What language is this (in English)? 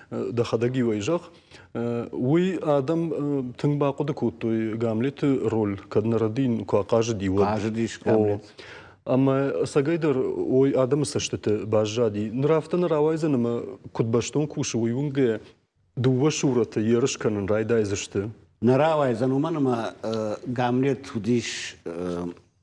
Ossetic